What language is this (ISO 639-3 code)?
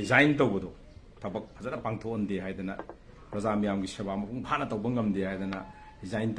mni